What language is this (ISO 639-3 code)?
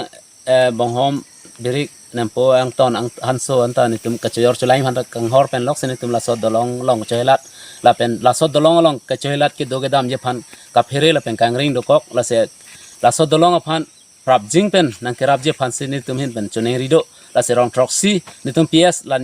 mjw